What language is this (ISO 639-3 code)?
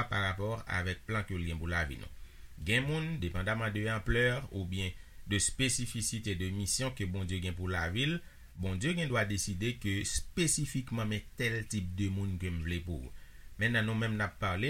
hat